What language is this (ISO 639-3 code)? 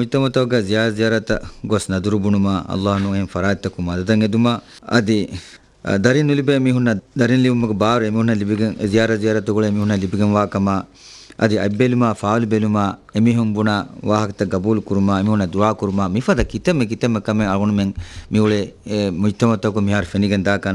div